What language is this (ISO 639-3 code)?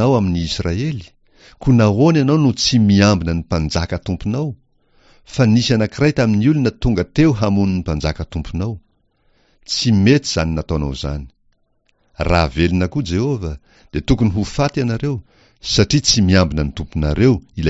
mlg